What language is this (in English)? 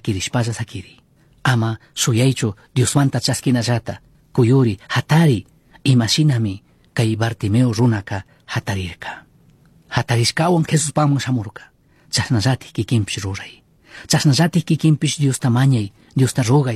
Chimborazo Highland Quichua